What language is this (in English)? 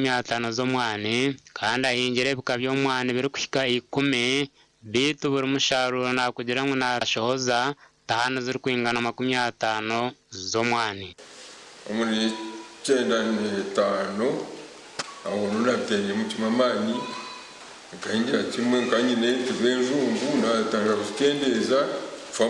Nyankole